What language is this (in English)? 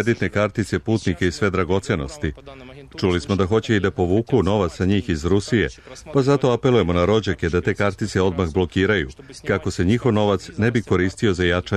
Serbian